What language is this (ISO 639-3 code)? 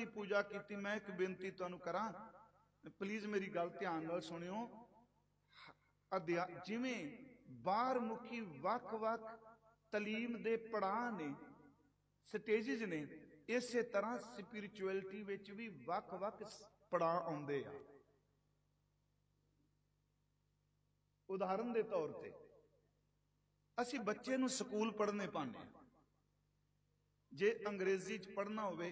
pan